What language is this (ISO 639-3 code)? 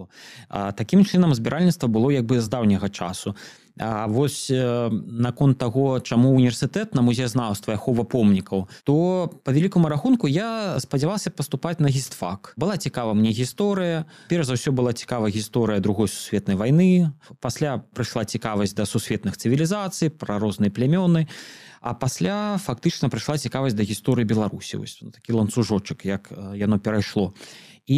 bel